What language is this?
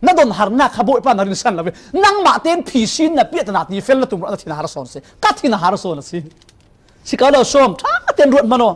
Falam Chin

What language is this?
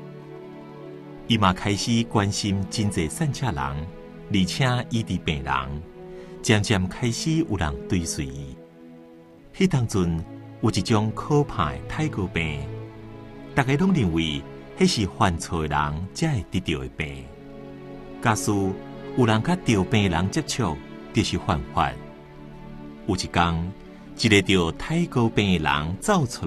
Min Nan Chinese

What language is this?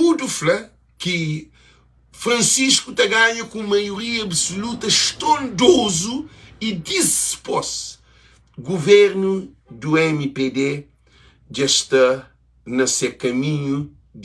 Kabuverdianu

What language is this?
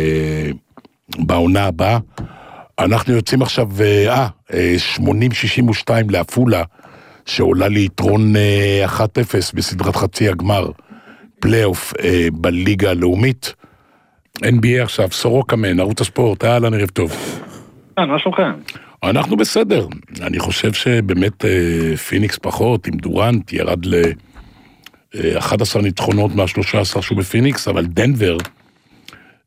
Hebrew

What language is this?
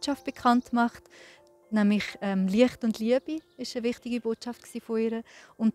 Swiss German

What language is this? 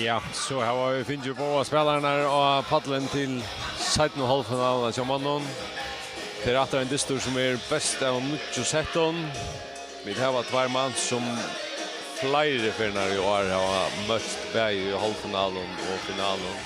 Faroese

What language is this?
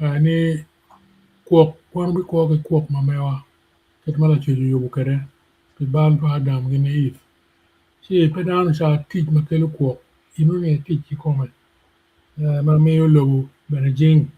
Acoli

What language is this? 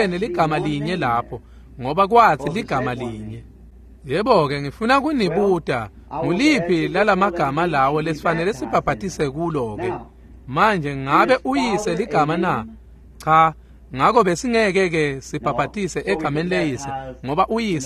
Swati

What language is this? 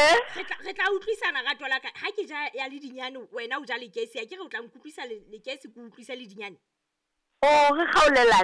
Southern Sotho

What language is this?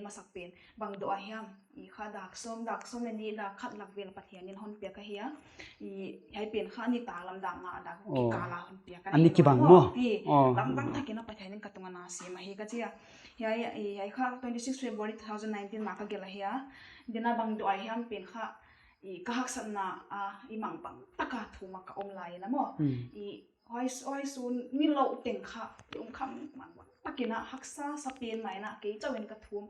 Paite Chin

